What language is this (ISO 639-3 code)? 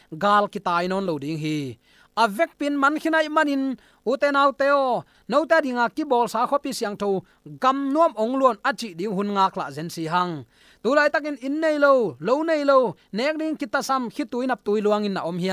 ctd